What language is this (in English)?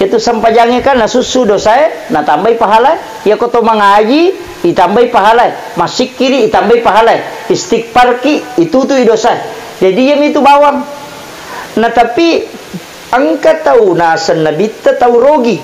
Buginese